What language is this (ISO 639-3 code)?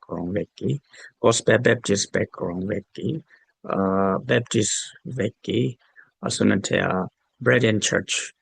dis